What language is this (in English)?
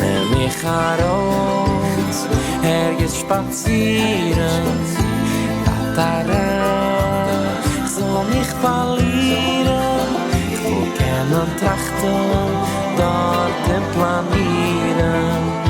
Yiddish